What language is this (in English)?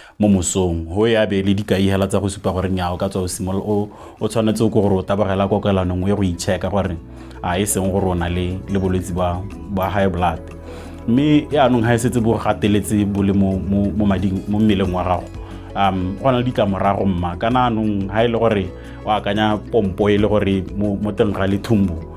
Tswana